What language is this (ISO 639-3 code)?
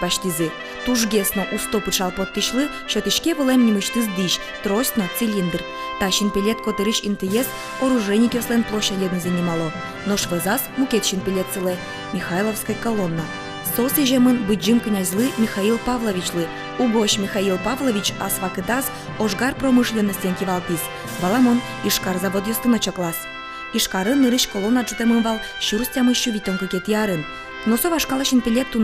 udm